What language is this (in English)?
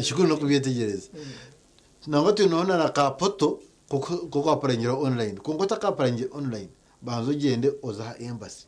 Nyankole